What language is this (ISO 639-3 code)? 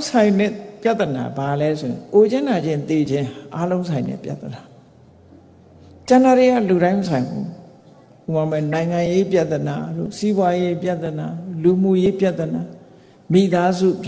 mya